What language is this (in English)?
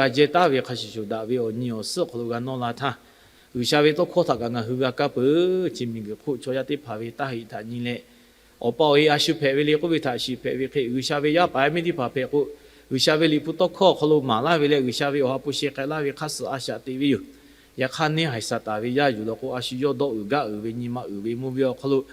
Lahu